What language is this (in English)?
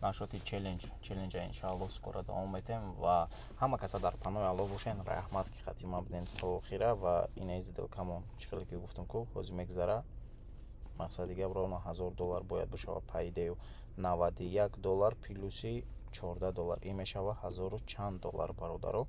Tajik